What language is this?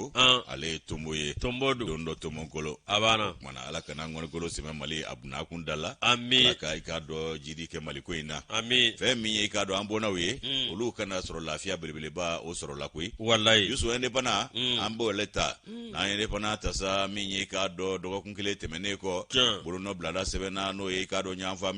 Bambara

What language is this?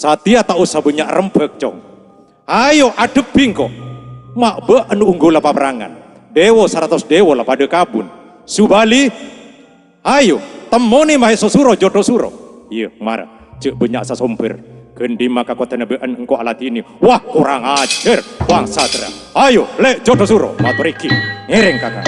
Madurese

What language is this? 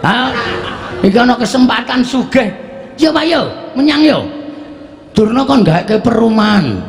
Javanese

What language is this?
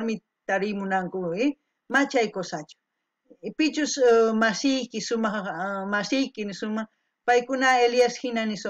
South Bolivian Quechua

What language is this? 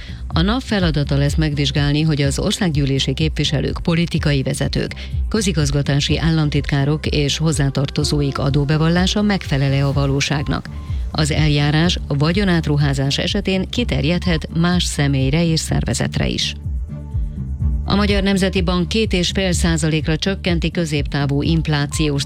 Hungarian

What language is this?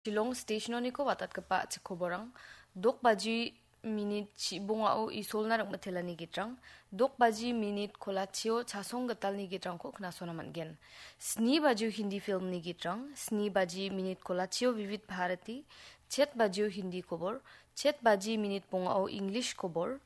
Garo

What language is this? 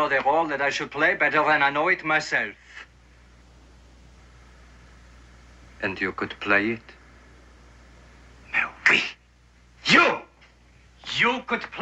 English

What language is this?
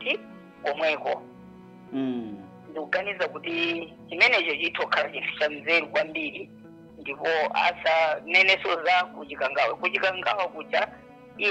Nyanja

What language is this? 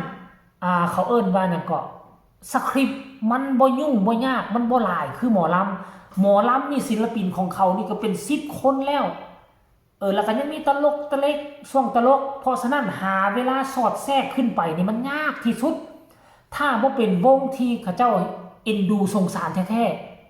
Northeastern Thai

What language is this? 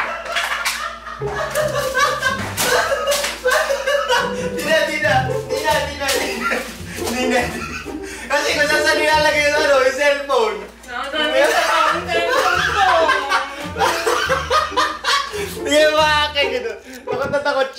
Filipino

